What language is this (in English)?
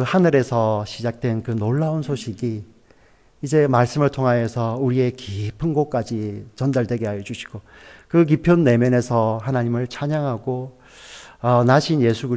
Korean